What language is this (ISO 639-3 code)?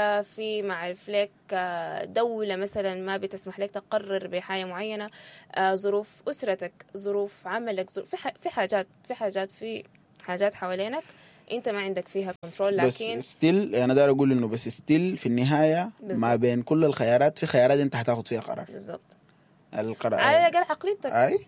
apd